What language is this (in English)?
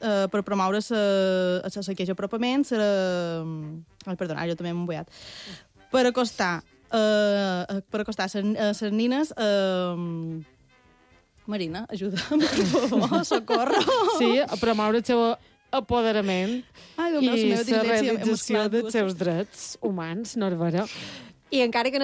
Catalan